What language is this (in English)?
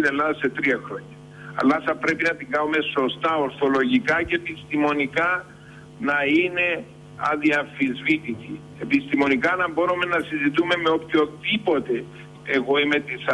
Greek